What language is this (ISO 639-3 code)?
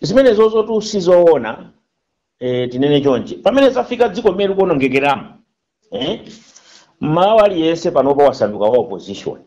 nya